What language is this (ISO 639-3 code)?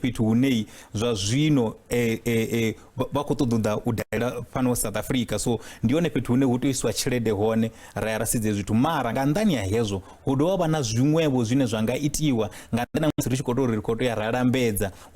ven